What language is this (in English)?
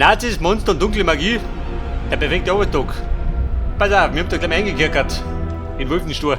Bavarian